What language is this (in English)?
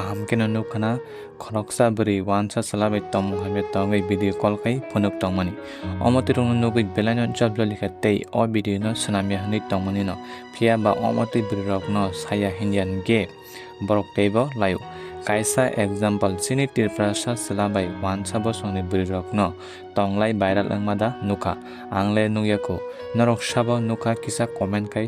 Kok Borok